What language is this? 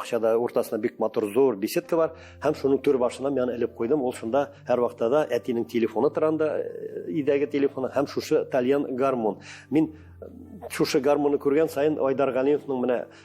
Tatar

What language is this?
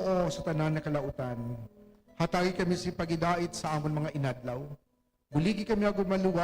Hiligaynon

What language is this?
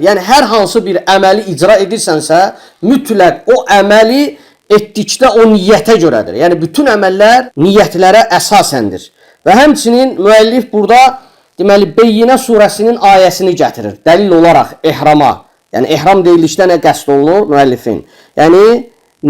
Azerbaijani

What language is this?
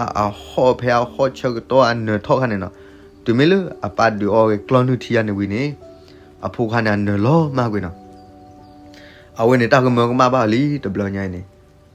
S'gaw Karen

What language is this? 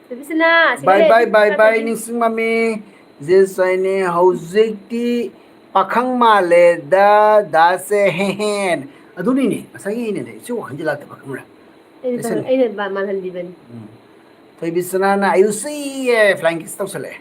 Manipuri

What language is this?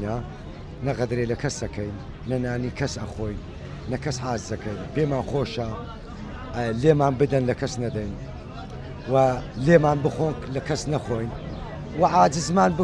Central Kurdish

